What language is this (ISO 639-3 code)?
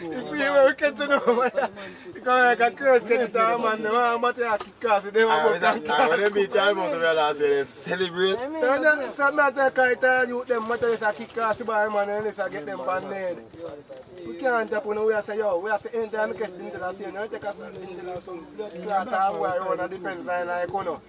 jam